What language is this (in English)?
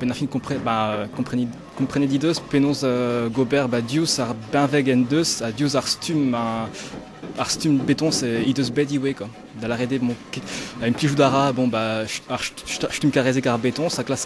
Breton